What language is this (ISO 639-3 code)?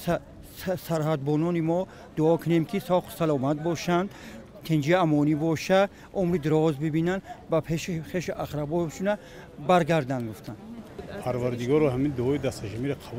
tgk